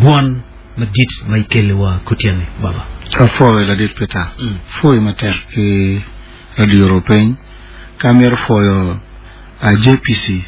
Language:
Acoli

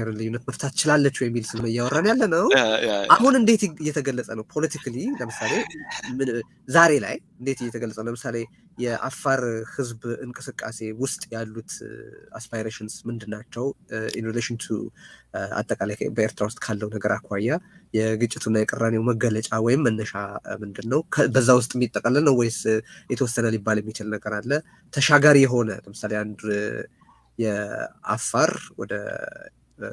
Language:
Amharic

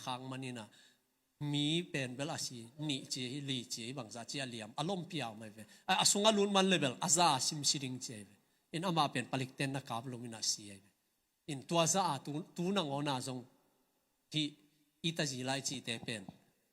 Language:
Tedim Chin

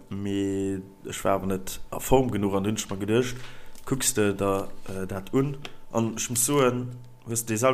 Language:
Luxembourgish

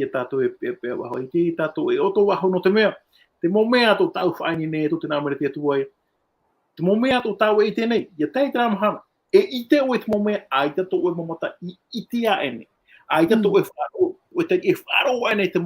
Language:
Tahitian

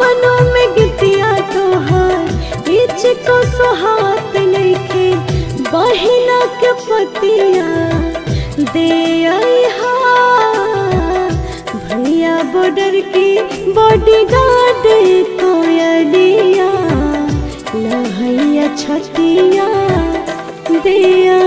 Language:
Bhojpuri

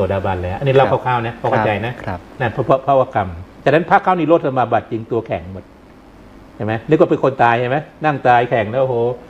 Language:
Thai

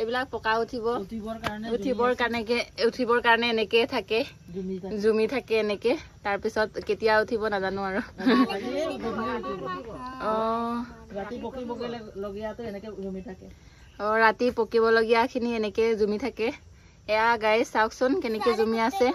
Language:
Assamese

